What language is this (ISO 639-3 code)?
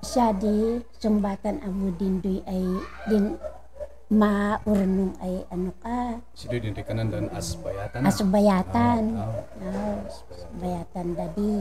kne